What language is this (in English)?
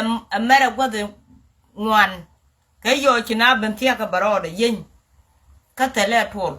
Nuer